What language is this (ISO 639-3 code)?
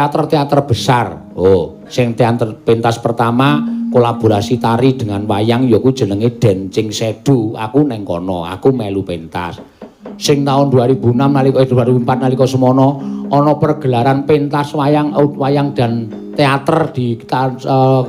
jav